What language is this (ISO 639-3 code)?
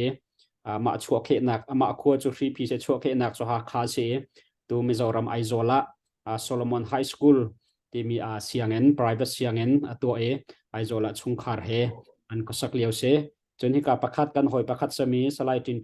cnh